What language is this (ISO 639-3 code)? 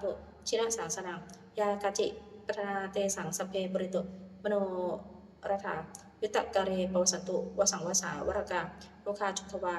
pli